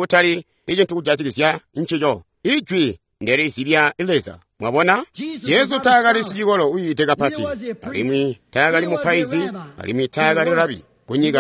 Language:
Tonga (Zambia)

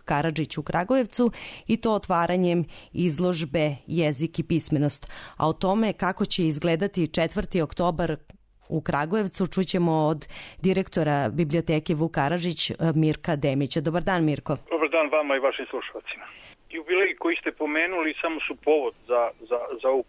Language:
Serbian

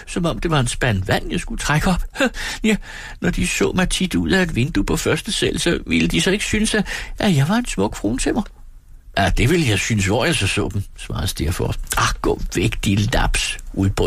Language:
Danish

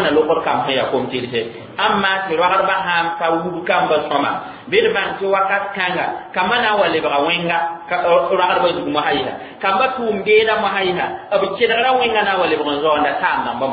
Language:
Mossi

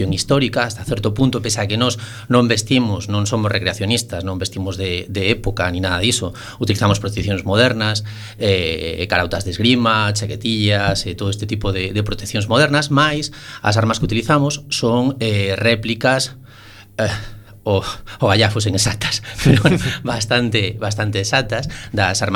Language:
Galician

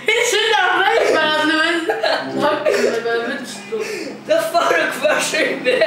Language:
Faroese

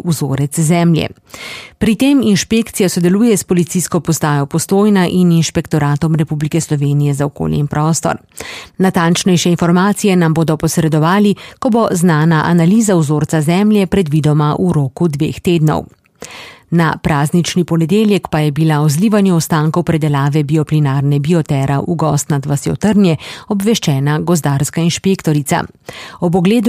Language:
Slovenian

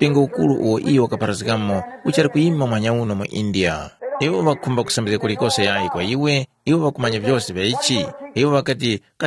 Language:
Tumbuka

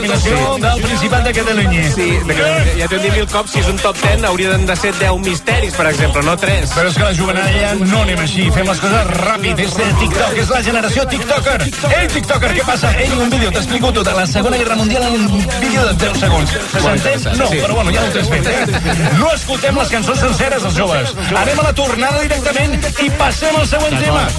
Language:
Catalan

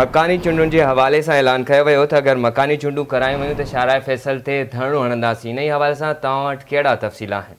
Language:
Sindhi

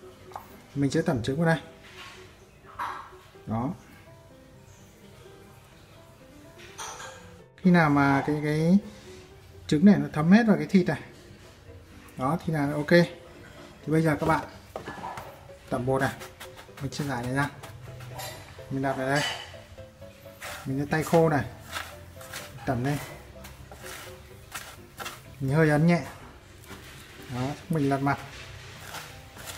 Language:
Vietnamese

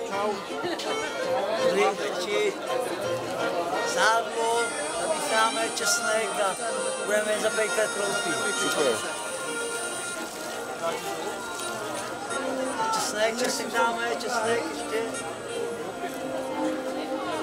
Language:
Czech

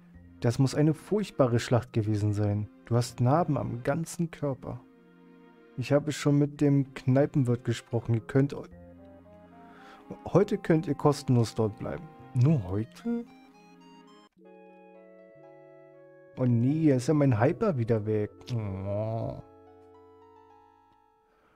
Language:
German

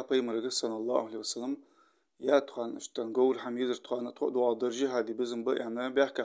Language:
Ingush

